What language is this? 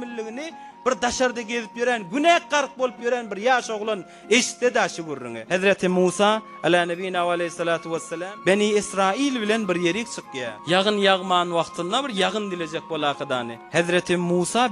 Turkmen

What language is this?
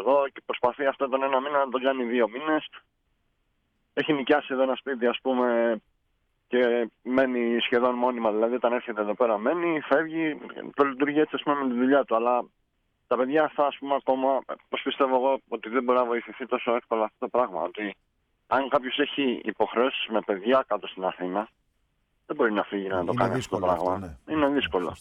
Greek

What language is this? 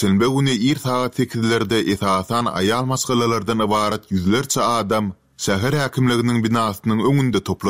Turkmen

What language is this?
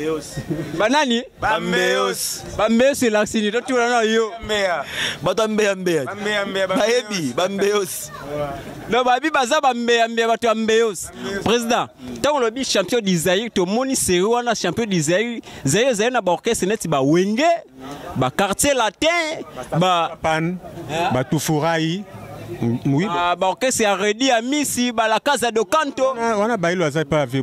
Lingala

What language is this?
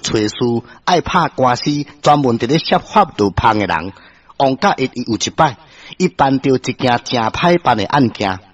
Min Nan Chinese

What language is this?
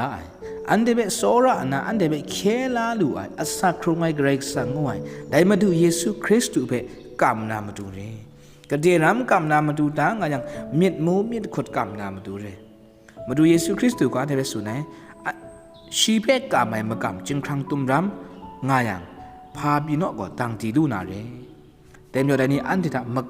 Kachin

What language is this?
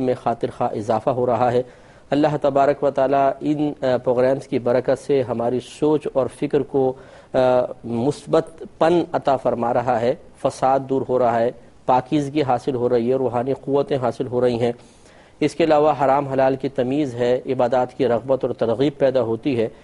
Urdu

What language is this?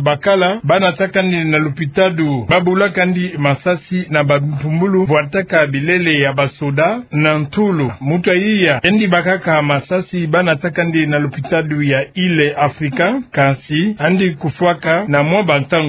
Kituba (Democratic Republic of Congo)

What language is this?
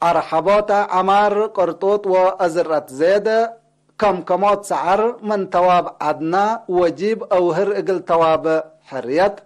Tigre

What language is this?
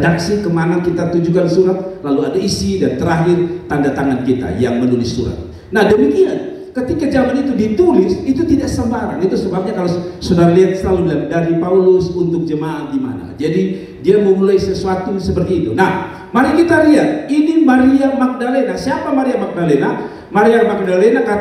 Indonesian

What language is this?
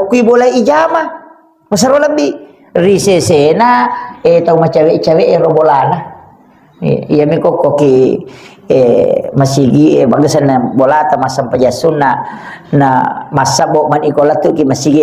Buginese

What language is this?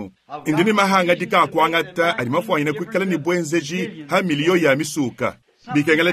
Luba-Lulua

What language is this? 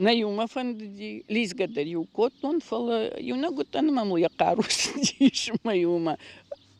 Ossetic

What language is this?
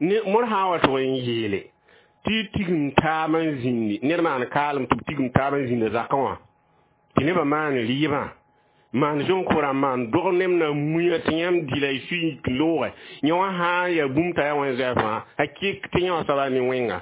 Mossi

